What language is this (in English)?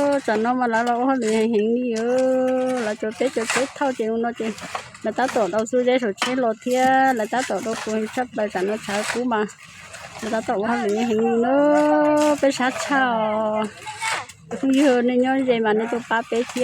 Hmong